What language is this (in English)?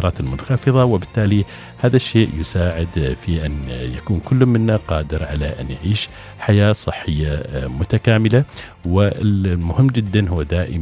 Arabic